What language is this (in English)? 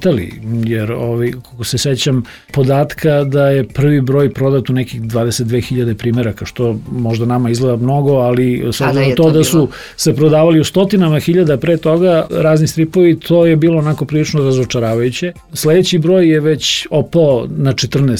Serbian